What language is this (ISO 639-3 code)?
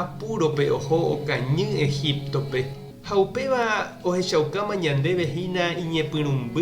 grn